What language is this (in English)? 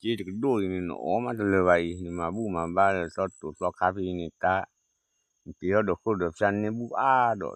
S'gaw Karen